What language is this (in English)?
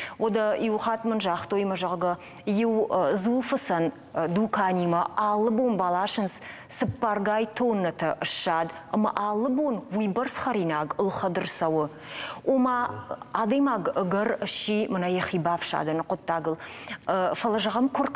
Ossetic